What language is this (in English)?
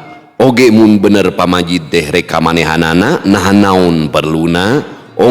Sundanese